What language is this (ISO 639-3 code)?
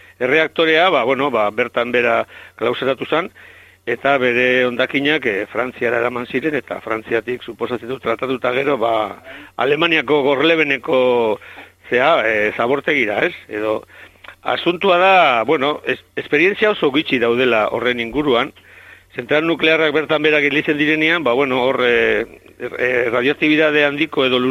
eus